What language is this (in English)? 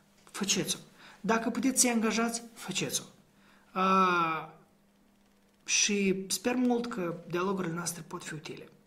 Romanian